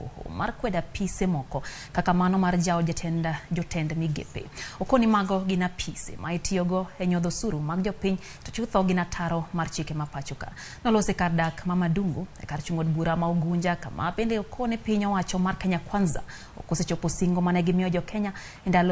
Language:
Luo (Kenya and Tanzania)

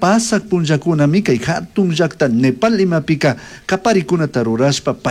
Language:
Chimborazo Highland Quichua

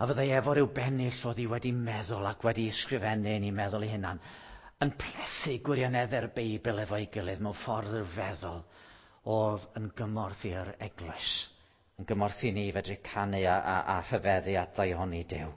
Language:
Welsh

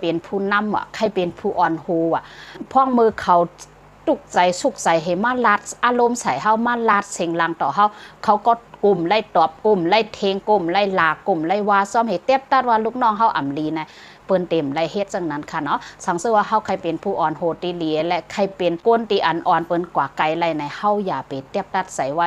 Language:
Shan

